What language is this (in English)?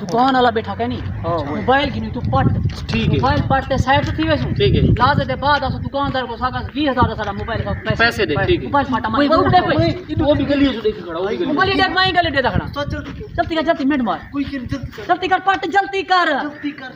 Saraiki